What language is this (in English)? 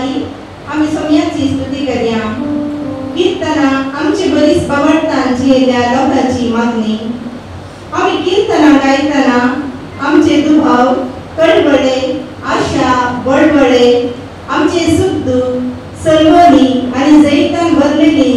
Konkani